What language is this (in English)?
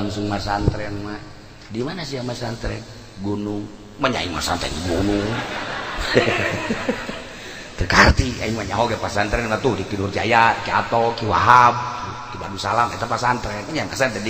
Sundanese